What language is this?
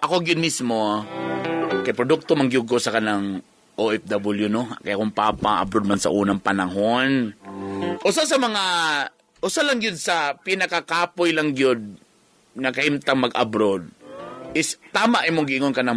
Cebuano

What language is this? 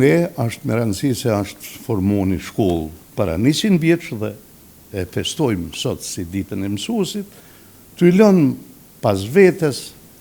Albanian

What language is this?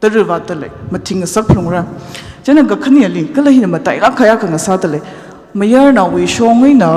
Tangkhul Naga (India)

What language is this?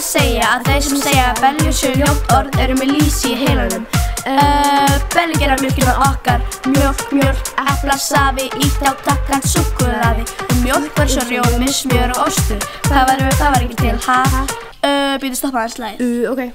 Icelandic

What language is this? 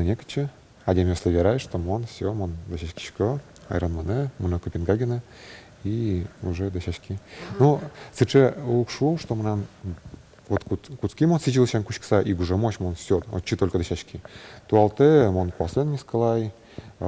Udmurt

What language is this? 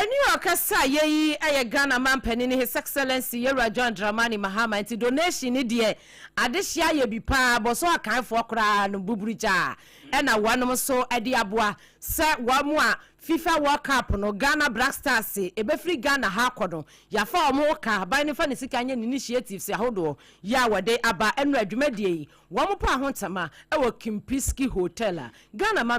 Akan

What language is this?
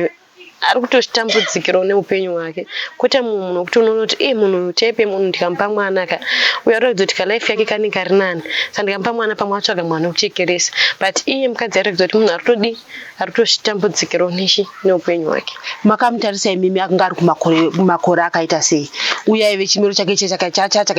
Shona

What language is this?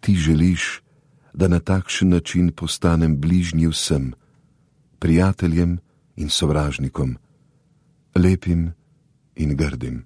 Slovenian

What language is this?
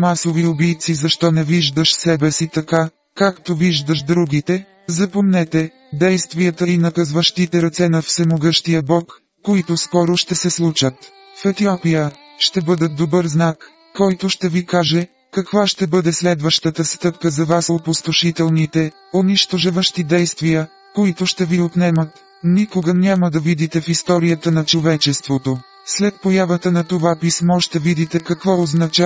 Bulgarian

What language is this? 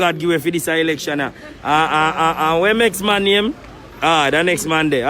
Jamaican Creole English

